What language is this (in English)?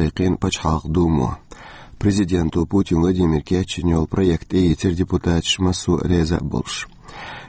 Chechen